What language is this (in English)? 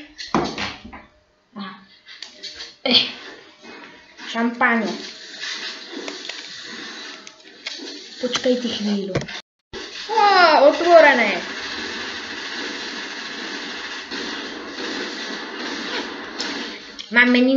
Slovak